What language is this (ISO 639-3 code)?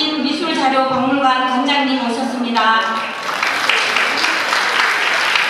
kor